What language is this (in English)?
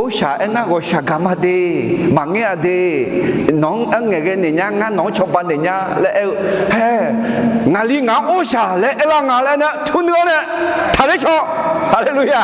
Akha